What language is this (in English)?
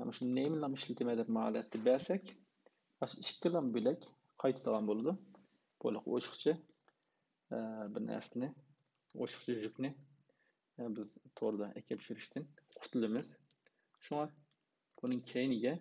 Uyghur